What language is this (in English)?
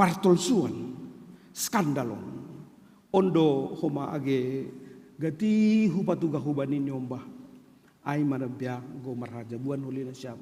Batak Simalungun